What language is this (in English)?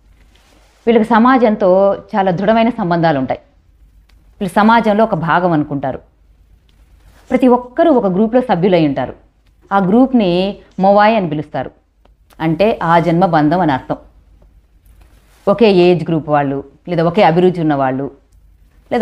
Telugu